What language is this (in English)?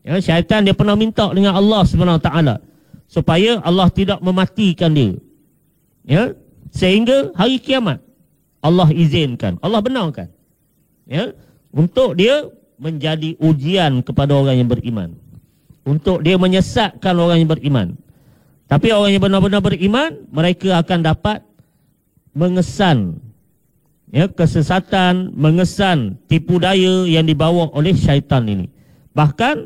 Malay